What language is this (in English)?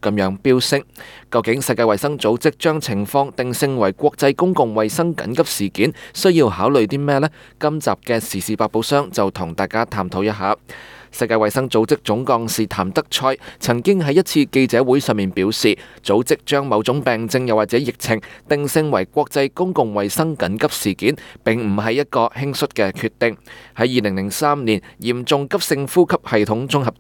Cantonese